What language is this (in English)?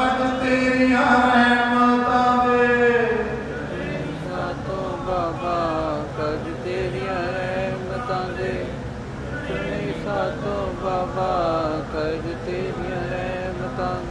Punjabi